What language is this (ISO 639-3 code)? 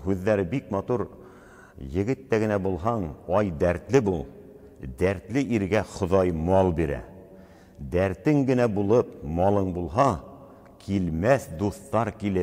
bak